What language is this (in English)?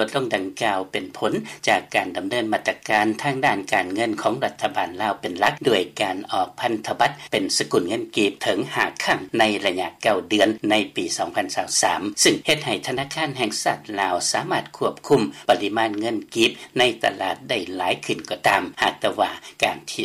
Lao